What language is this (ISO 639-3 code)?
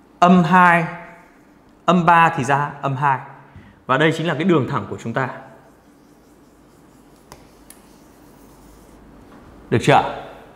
vie